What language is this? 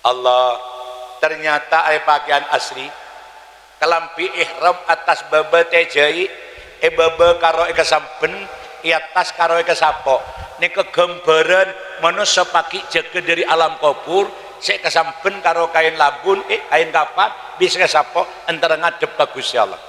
Madurese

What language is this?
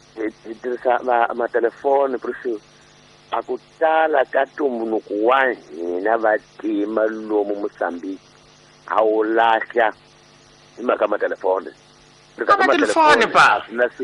Tsonga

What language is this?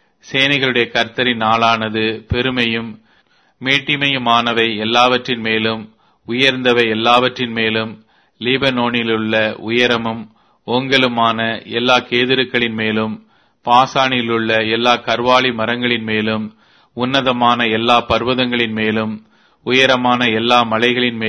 Tamil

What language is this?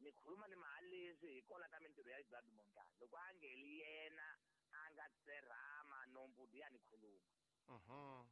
Tsonga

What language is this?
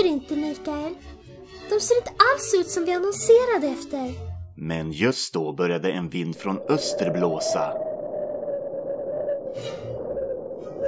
Swedish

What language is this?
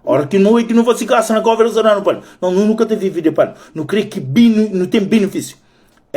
Kabuverdianu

